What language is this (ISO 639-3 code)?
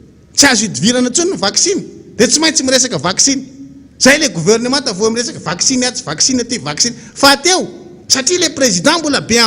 mlg